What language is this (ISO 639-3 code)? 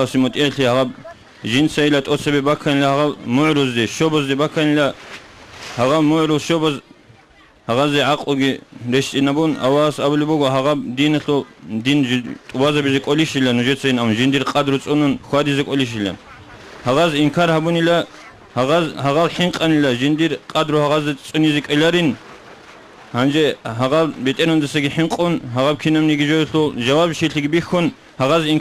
ava